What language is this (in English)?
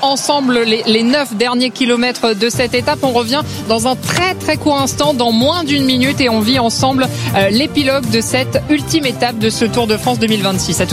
French